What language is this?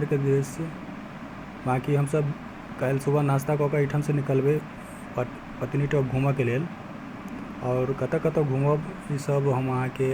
Maithili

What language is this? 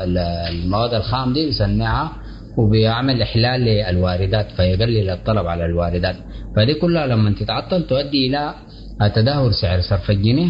Sudanese Arabic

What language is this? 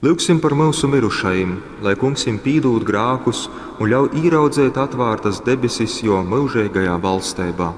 Latgalian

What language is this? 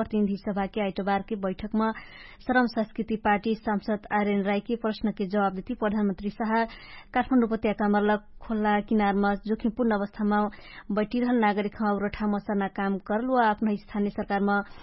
Dangaura Tharu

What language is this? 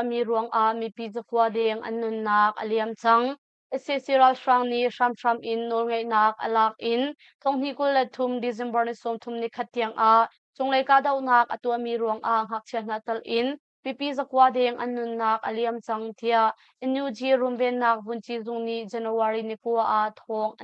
Hakha Chin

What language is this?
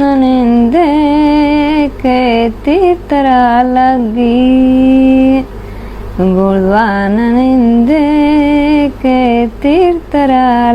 Eastern Balochi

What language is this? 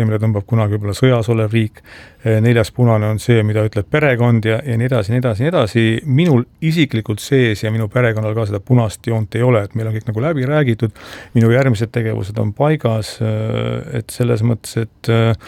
Estonian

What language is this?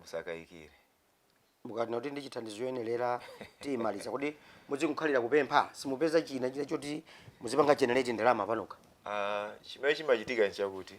Nyanja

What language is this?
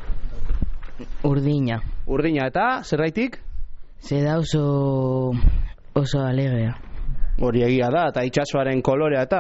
Basque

